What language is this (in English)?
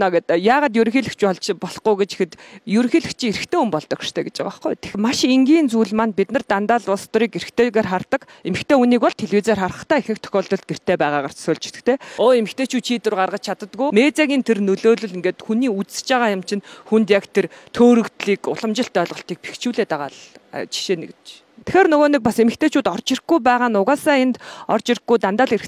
Mongolian